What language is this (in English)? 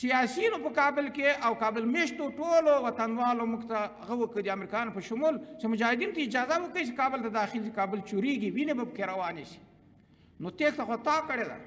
Pashto